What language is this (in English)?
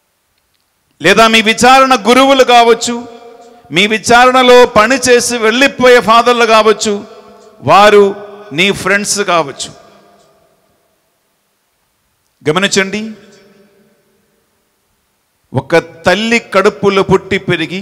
Telugu